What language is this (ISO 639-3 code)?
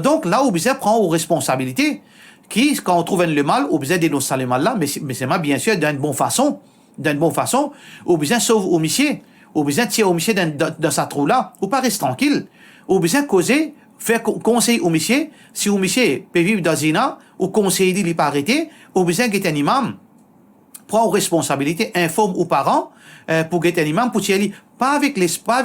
mfe